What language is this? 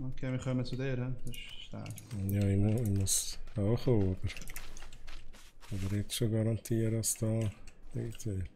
Swiss German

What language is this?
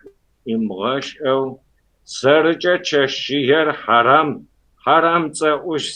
Kabardian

